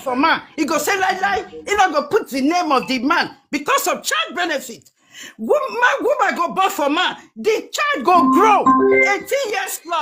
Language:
Nigerian Pidgin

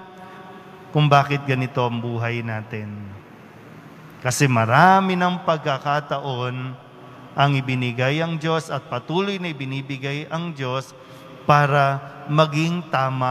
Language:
Filipino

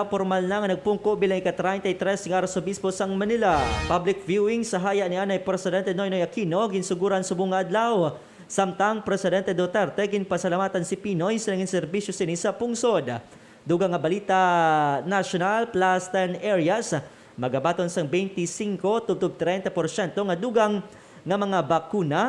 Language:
Hiligaynon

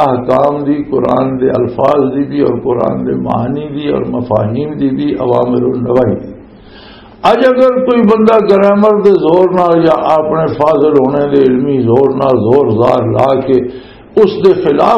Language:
Western Panjabi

